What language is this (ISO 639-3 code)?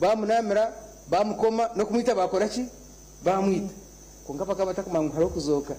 nyn